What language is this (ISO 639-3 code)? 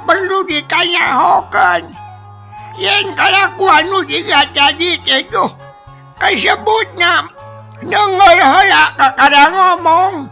sun